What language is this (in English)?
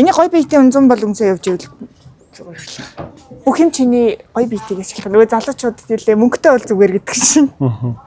Mongolian